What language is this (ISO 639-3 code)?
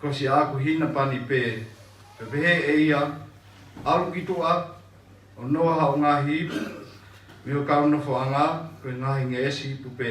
ton